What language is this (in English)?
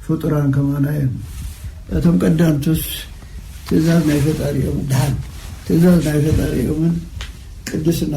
Tigrinya